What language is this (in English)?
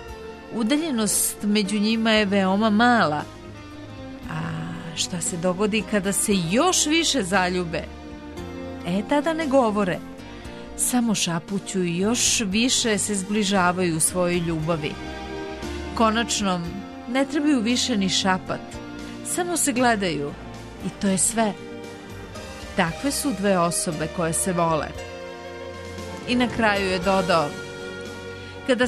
Serbian